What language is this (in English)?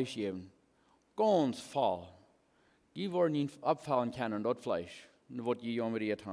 Plautdietsch